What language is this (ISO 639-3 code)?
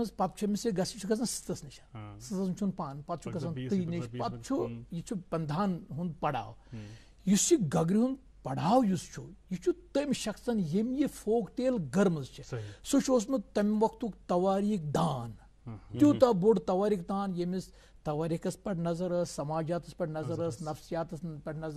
kas